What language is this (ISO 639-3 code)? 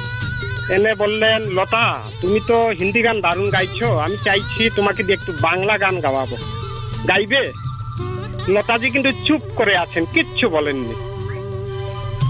ben